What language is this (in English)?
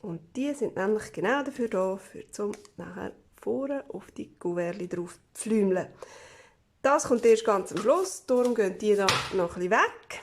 Swiss German